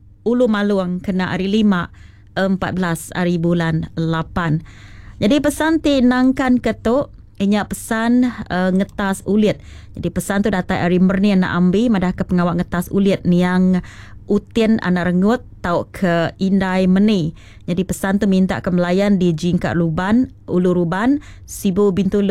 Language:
Iban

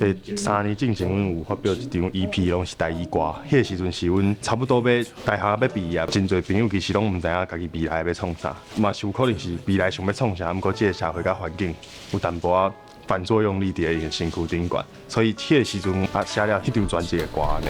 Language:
Min Nan Chinese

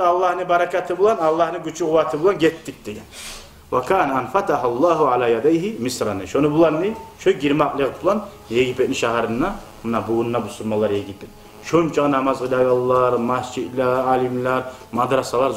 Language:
Kumyk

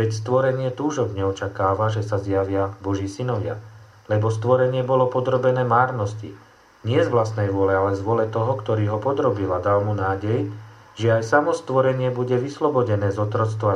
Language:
Slovak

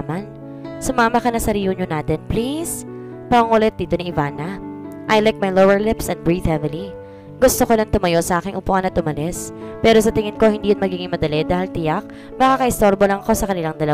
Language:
Filipino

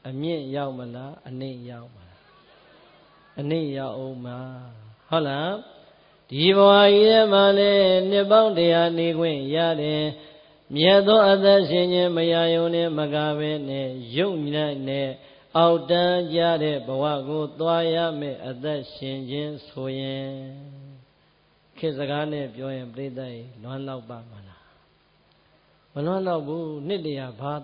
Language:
Burmese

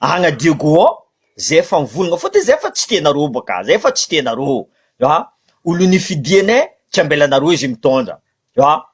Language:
Malagasy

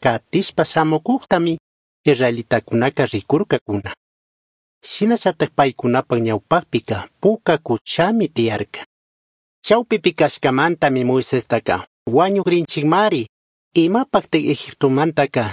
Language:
Chimborazo Highland Quichua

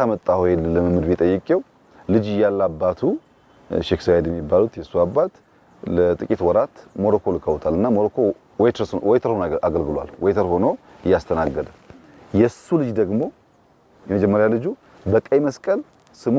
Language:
Amharic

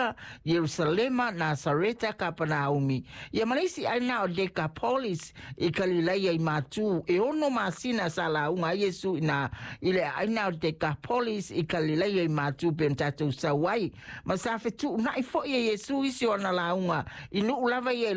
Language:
Samoan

